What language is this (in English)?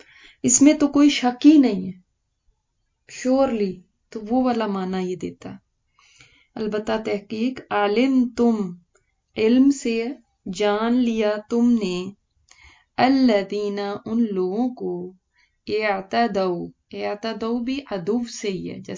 Urdu